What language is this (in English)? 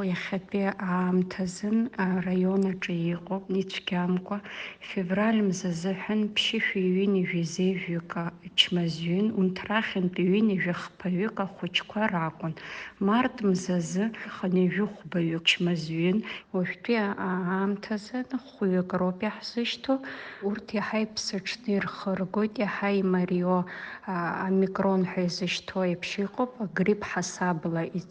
Abkhazian